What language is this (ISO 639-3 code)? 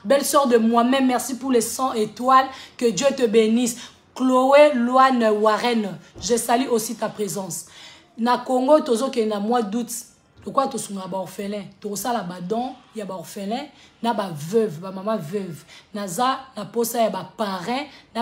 lin